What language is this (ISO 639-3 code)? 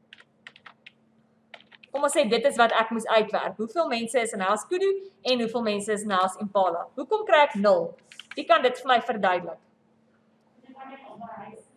afr